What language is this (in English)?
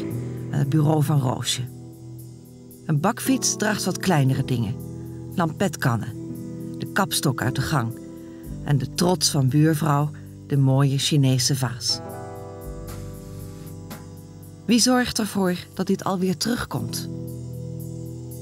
Dutch